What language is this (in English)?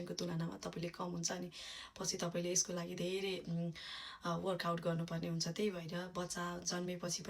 Nepali